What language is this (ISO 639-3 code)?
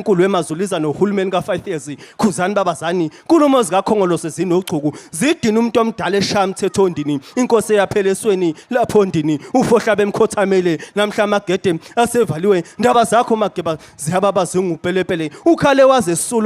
zul